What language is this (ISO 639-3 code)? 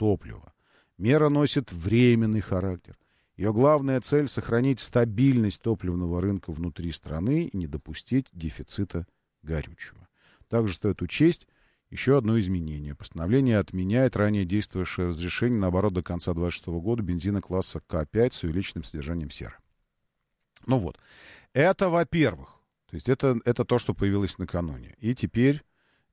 rus